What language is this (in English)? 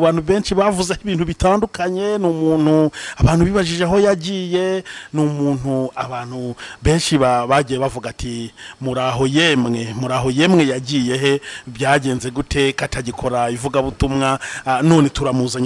Kinyarwanda